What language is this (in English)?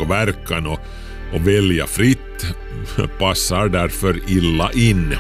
Swedish